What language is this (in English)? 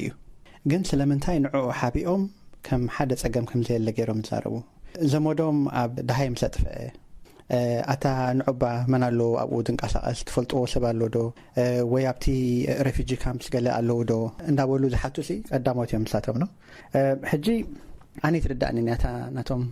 Tigrinya